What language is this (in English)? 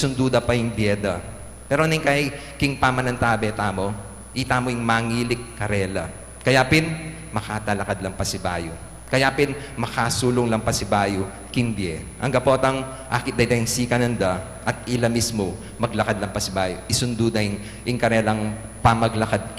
Pampanga